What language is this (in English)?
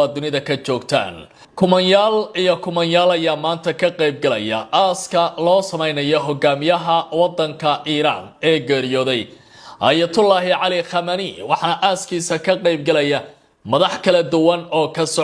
Somali